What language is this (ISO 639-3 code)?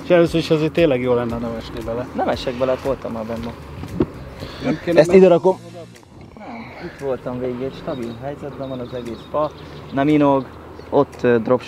hun